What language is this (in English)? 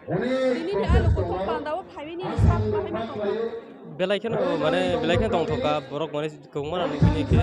Kok Borok